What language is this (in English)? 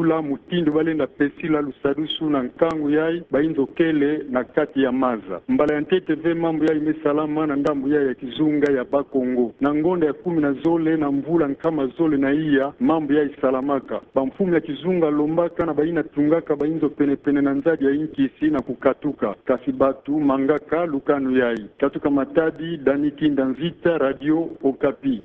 Kituba (Democratic Republic of Congo)